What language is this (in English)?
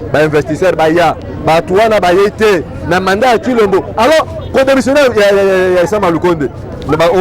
Lingala